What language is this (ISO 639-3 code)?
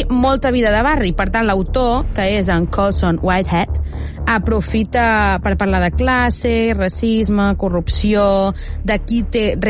cat